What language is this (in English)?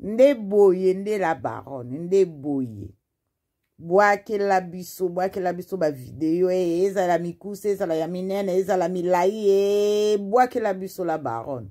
Lingala